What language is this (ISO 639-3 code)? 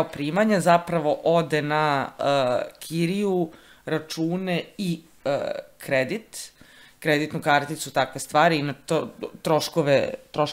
srp